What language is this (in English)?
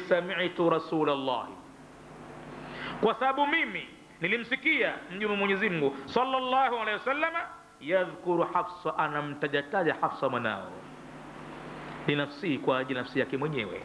Swahili